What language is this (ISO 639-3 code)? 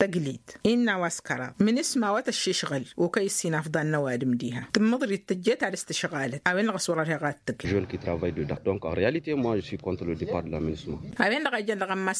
taq